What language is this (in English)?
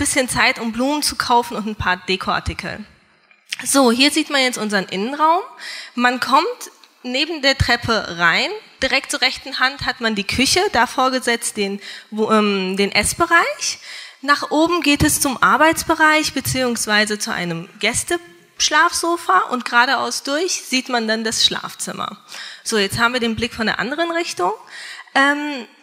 German